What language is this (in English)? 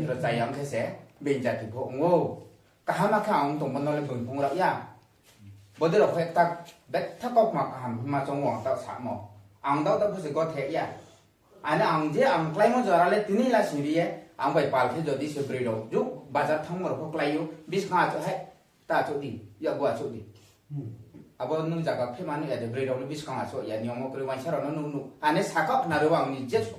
Riang (India)